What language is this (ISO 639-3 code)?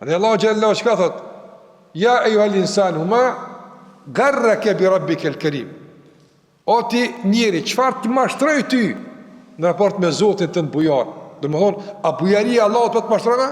sqi